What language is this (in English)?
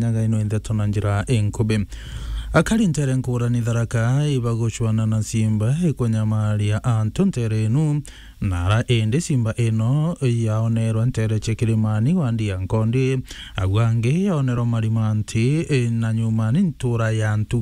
Meru